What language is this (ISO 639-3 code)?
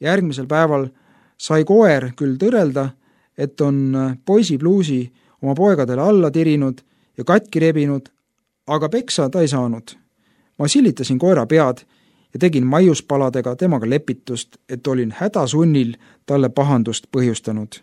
est